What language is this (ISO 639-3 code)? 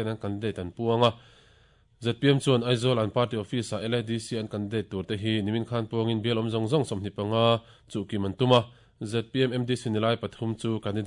lus